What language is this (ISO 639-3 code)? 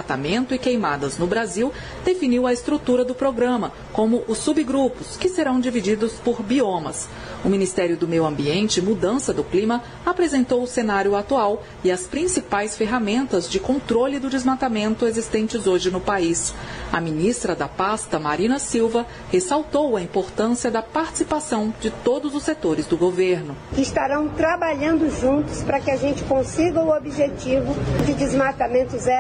por